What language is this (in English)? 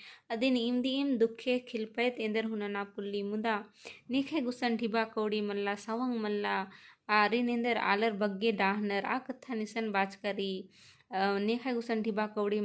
Kurukh